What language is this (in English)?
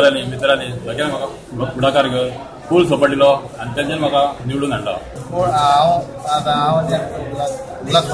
Konkani